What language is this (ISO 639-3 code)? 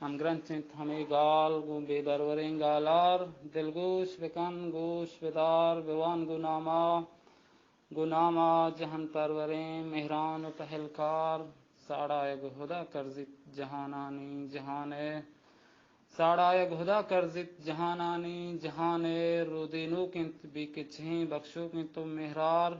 bal